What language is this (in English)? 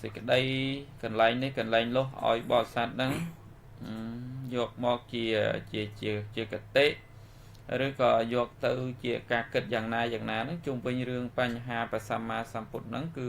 Khmer